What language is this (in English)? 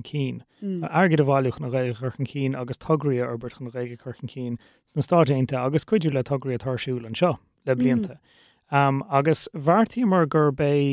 Irish